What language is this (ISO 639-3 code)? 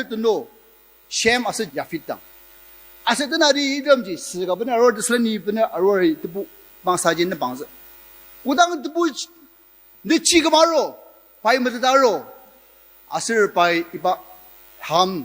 njo